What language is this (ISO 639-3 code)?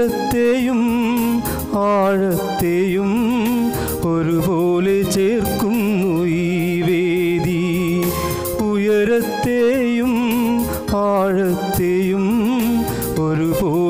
mal